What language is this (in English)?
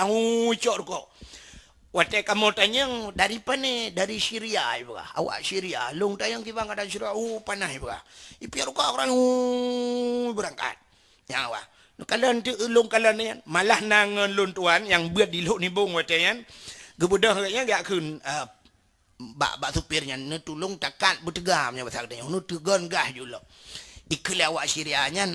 Achinese